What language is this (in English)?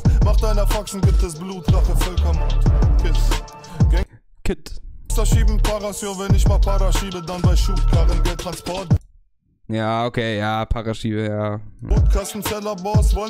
German